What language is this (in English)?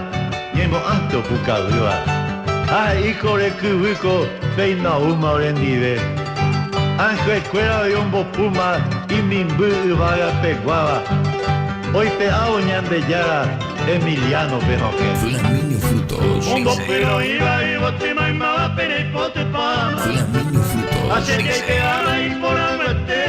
Guarani